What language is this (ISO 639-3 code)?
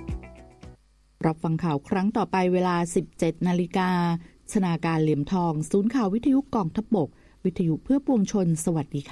tha